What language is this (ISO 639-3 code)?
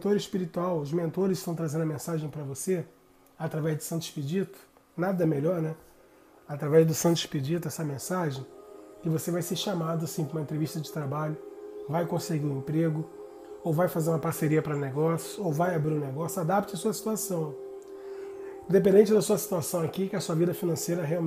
por